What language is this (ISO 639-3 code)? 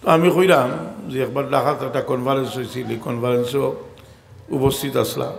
syl